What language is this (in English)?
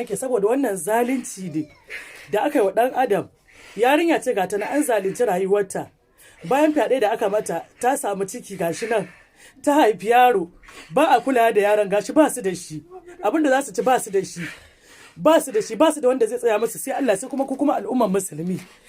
Hausa